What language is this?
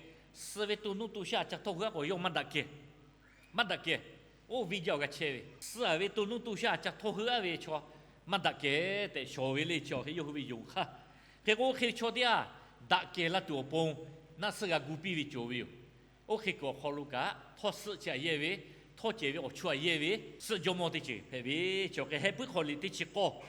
Lahu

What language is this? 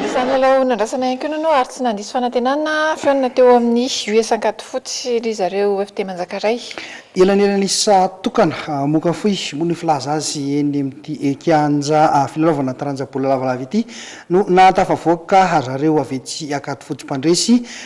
Malagasy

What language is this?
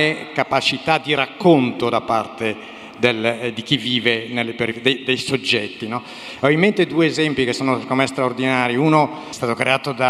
Italian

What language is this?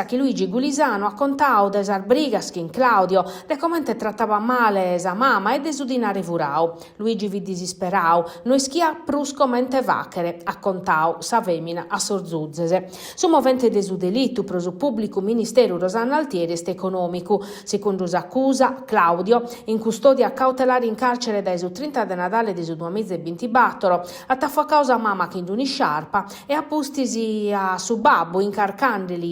Sardinian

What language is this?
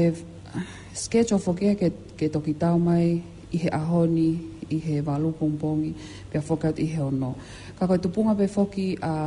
Tongan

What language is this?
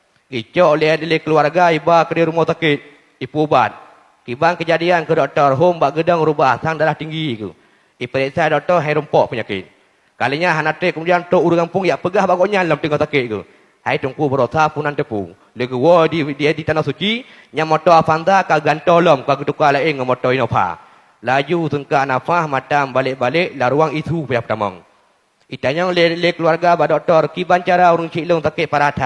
Achinese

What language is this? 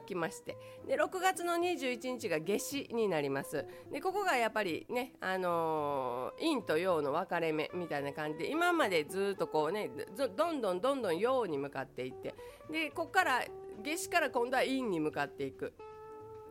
Japanese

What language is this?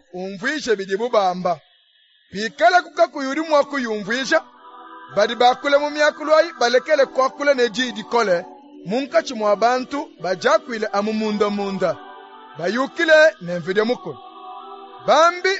Luba-Lulua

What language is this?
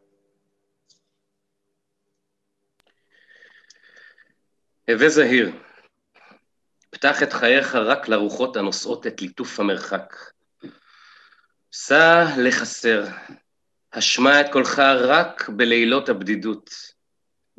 Hebrew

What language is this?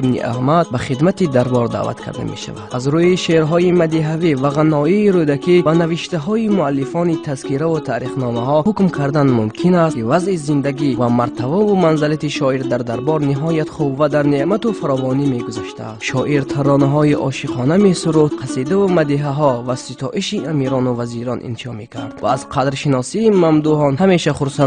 Tajik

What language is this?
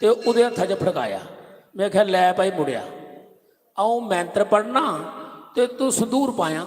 Dogri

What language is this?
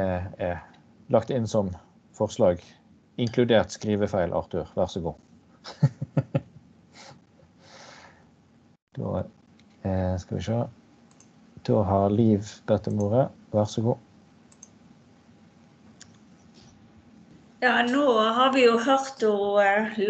Norwegian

